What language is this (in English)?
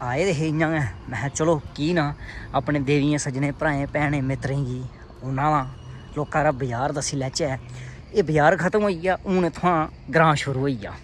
Dogri